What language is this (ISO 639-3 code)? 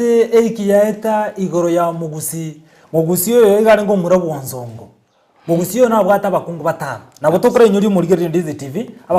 guz